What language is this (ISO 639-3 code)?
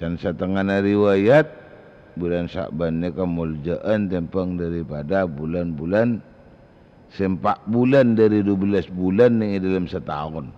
mad